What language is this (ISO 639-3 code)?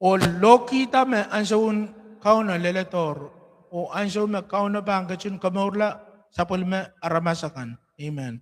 pon